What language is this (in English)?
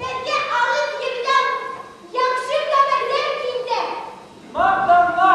Bashkir